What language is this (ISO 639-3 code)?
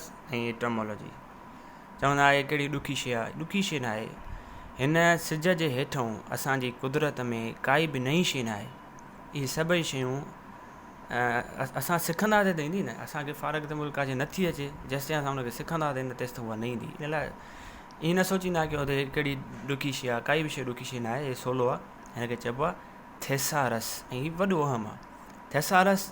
snd